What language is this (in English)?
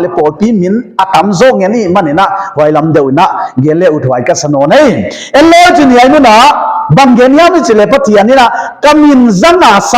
Paite Chin